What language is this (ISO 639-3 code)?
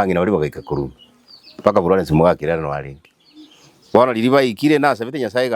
guz